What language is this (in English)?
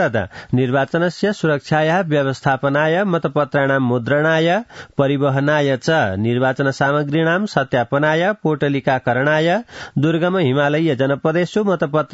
Sanskrit